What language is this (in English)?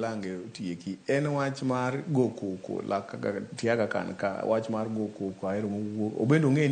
Luo (Kenya and Tanzania)